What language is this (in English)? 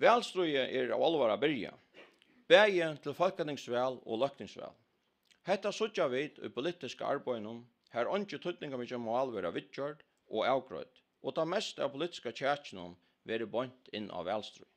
Faroese